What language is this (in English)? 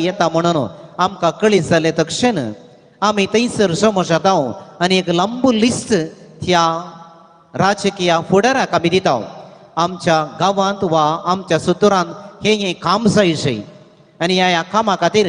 Konkani